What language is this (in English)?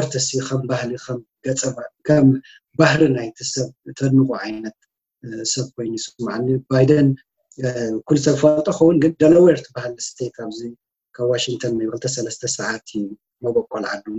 Tigrinya